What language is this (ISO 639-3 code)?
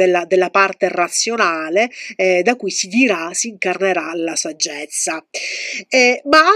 ita